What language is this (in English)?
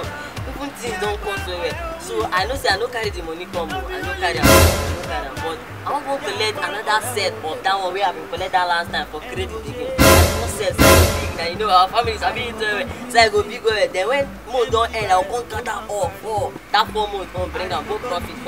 Nigerian Pidgin